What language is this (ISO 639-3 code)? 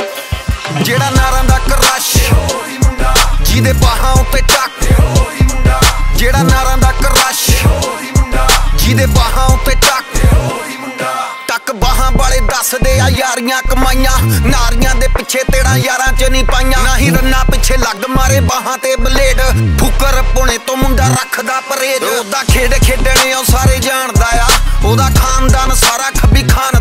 pan